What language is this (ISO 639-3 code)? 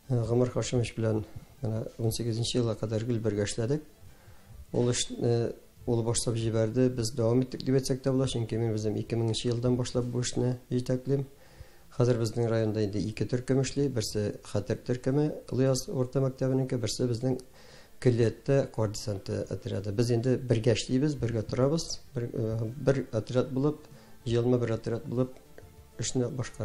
tat